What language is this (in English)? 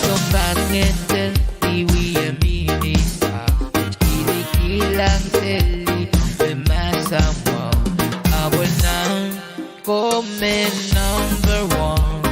Pohnpeian